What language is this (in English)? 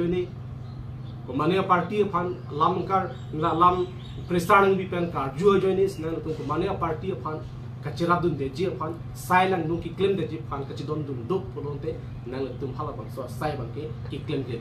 Karbi